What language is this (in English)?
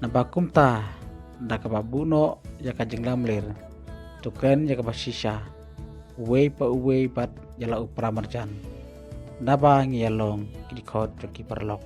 Khasi